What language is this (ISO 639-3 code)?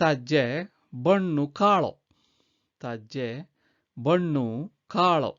kok